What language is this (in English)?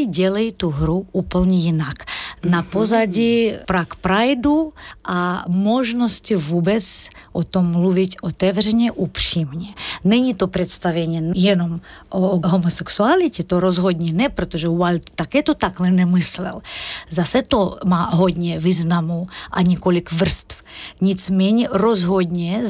Czech